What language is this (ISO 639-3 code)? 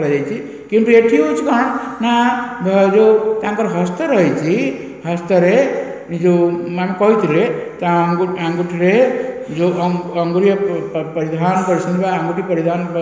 ori